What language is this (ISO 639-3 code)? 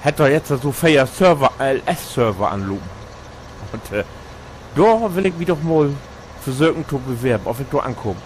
nds